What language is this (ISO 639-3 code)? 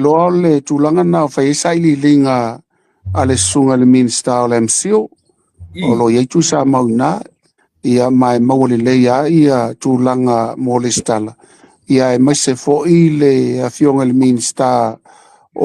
smo